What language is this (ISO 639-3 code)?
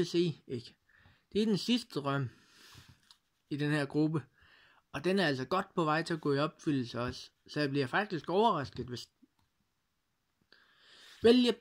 dan